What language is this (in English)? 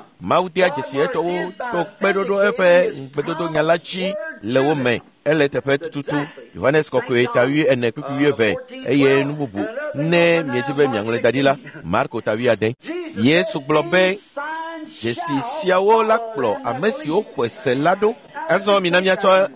Ewe